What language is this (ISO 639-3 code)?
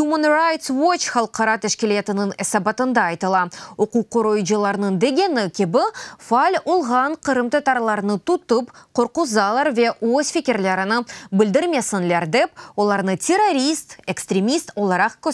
crh